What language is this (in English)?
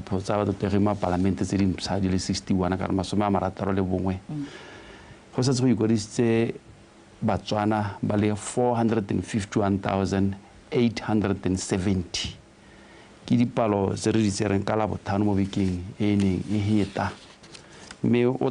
Tswana